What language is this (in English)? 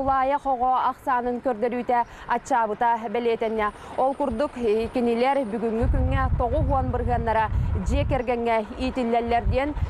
Yakut